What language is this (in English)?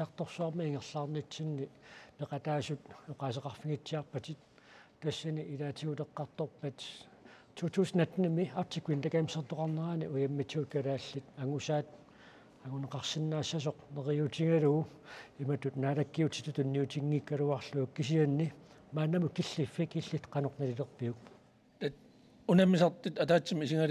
Kalaallisut